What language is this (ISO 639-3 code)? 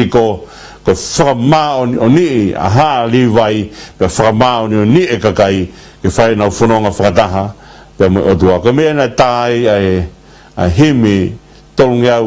ton